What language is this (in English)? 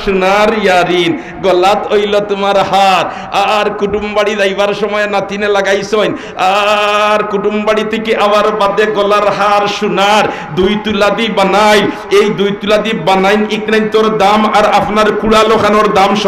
Sylheti